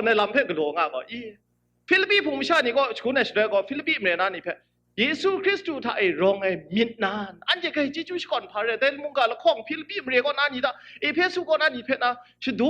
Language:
Kachin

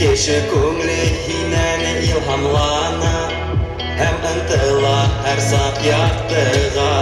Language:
Bashkir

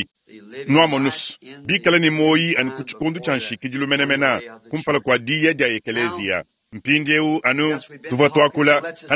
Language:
Luba-Lulua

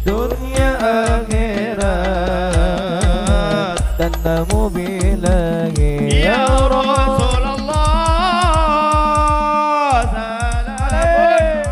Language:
Banjar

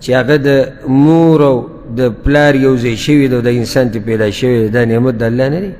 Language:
Pashto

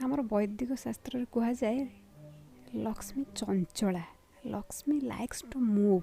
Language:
Odia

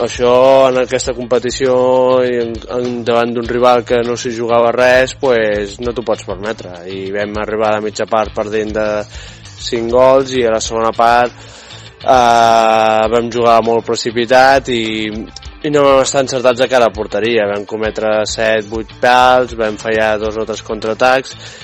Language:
Catalan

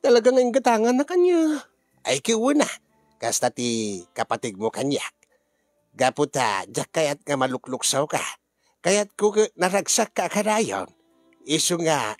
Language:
Iloko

